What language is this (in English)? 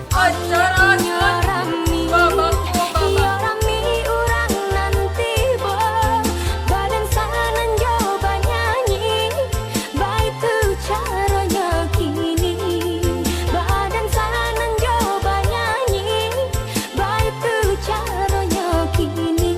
Minangkabau